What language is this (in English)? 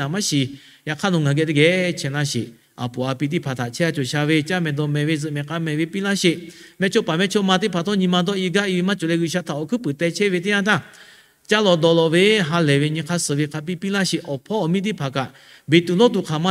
Lahu